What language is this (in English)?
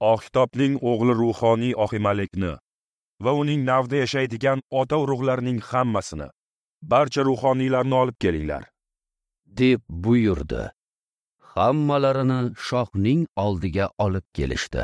Uzbek